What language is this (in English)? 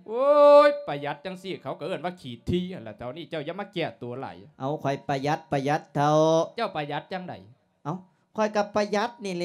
Lao